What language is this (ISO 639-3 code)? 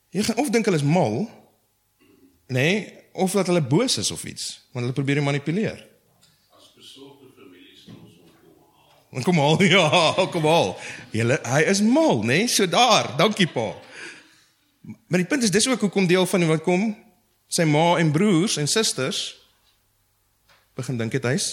afr